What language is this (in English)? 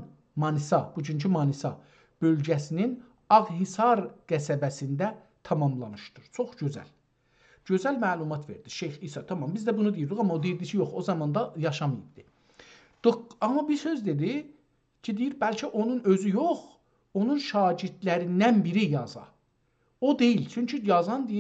South Azerbaijani